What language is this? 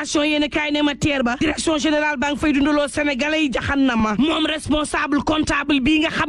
Wolof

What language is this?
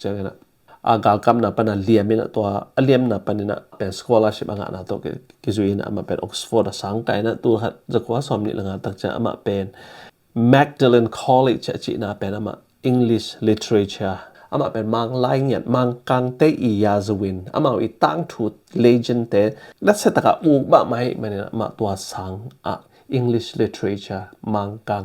Tedim Chin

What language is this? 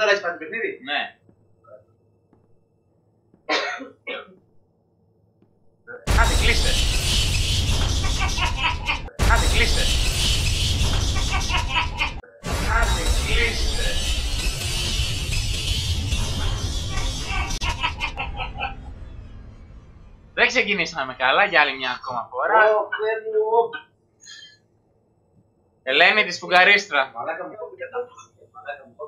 Greek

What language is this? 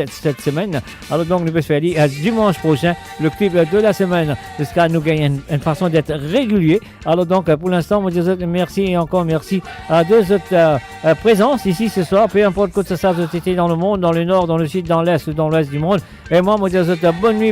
Morisyen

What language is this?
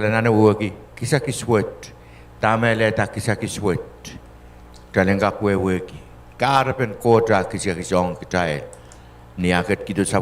Pohnpeian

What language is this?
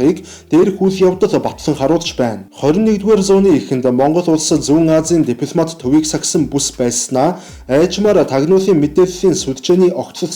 Mongolian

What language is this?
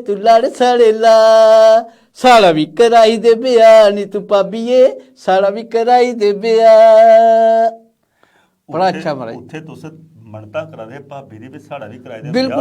Dogri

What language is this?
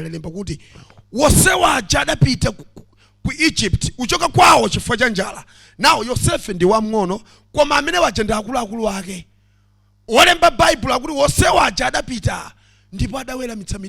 Nyanja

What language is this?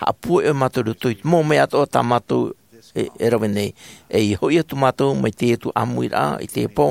Tahitian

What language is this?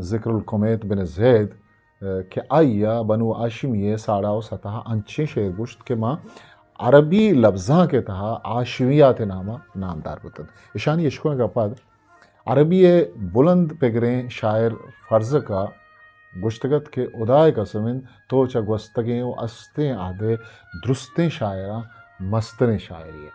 Eastern Balochi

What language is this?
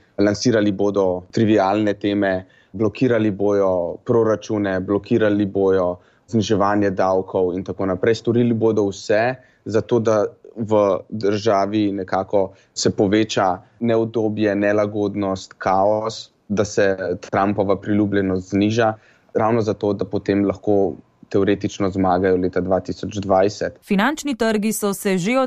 Slovenian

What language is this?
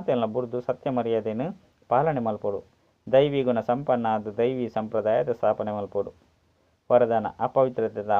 Tulu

